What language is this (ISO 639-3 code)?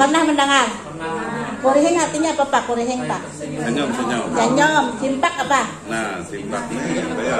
bjn